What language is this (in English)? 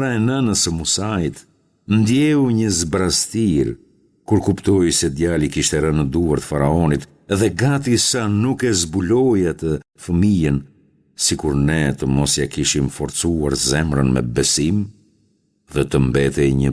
Albanian